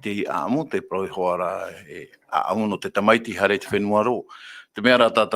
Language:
Tahitian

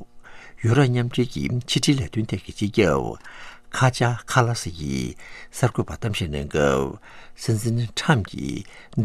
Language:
Tibetan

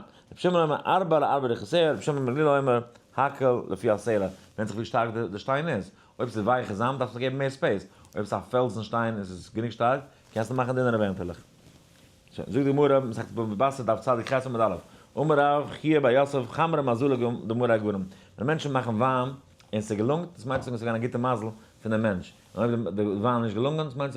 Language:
Yiddish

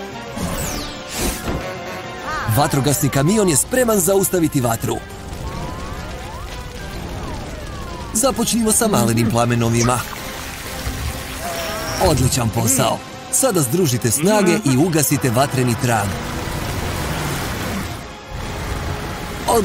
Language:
Croatian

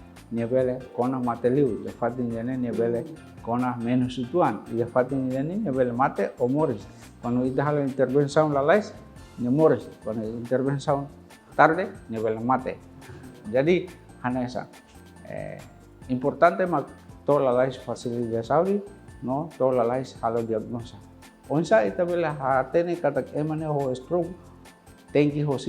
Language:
Tetum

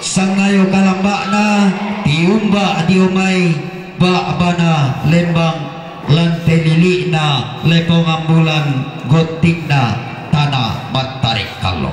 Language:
Toraja-Sa'dan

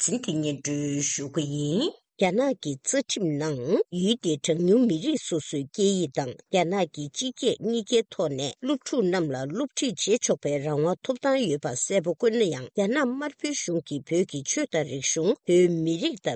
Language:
Tibetan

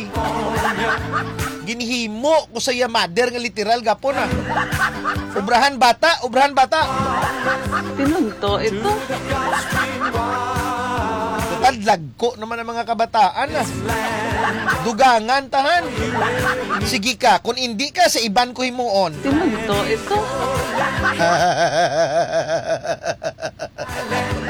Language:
Hiligaynon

